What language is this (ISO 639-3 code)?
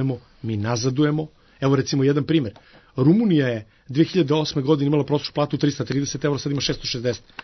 srp